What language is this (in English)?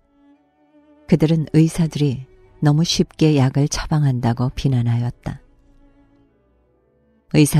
Korean